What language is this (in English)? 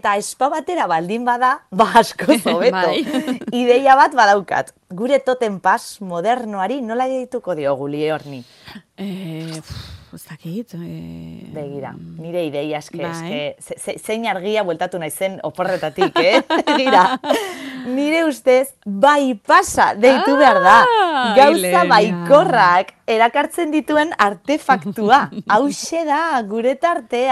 Basque